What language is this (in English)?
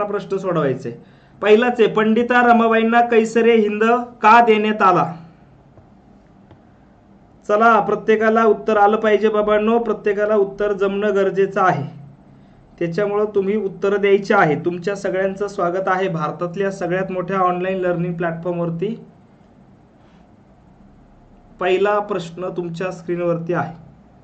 Marathi